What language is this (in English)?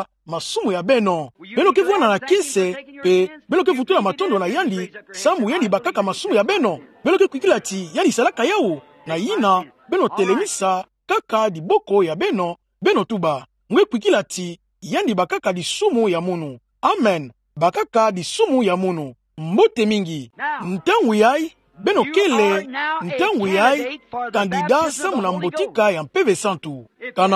Kituba (Democratic Republic of Congo)